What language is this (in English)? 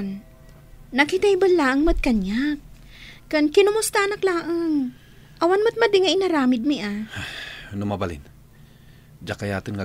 Iloko